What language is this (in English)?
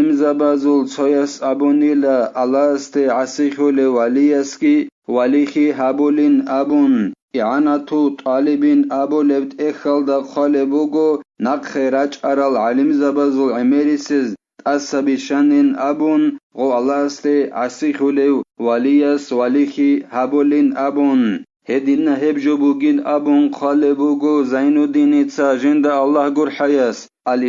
Avaric